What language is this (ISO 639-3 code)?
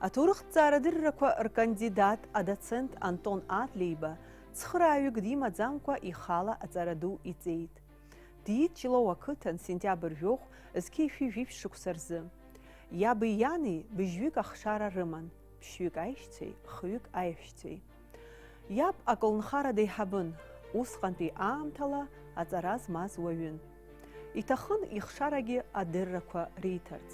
abk